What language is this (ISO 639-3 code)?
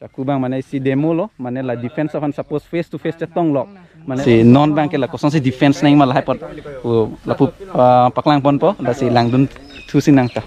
mjw